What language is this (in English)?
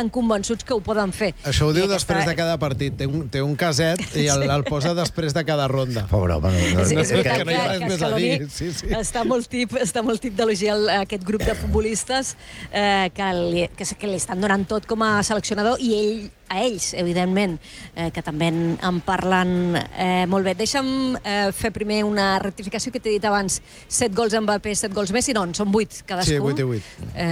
Catalan